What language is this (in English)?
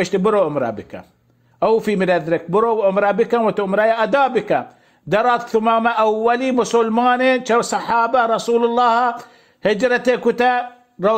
Baluchi